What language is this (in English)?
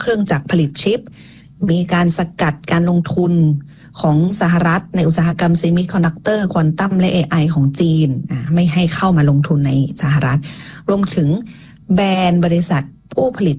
Thai